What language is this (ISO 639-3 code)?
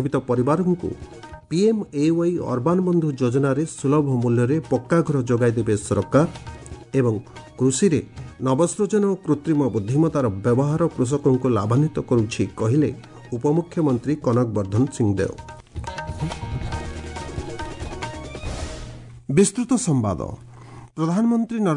ori